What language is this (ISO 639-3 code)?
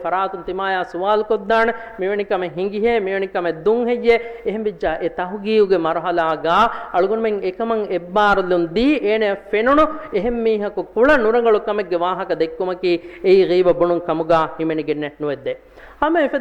div